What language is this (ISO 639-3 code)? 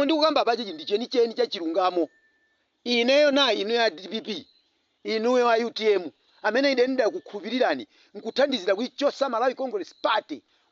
nya